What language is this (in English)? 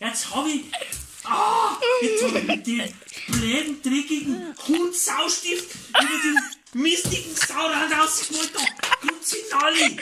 Bavarian